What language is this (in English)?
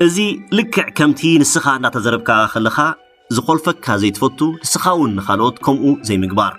Tigrinya